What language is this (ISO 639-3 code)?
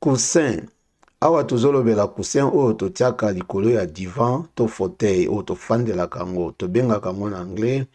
lin